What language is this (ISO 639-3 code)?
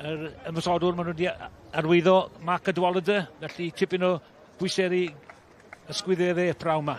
cym